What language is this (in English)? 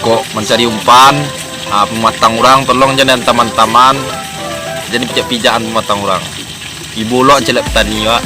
Minangkabau